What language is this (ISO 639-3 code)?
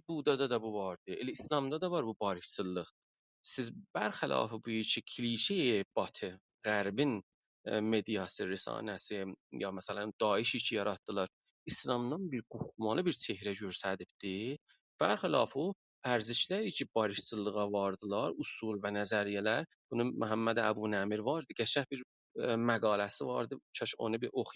azb